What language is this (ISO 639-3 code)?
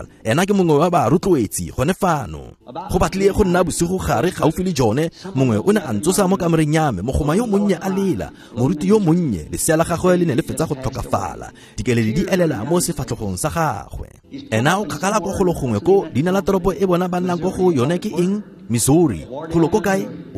tsn